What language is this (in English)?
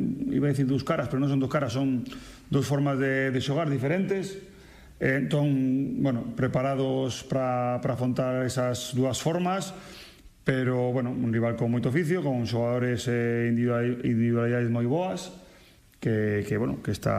Galician